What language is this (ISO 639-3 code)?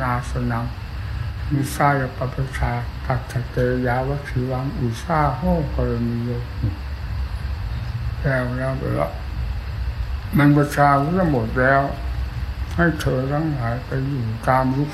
tha